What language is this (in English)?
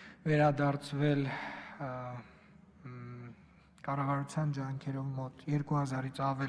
Armenian